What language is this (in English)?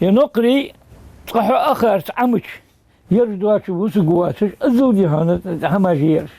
Ingush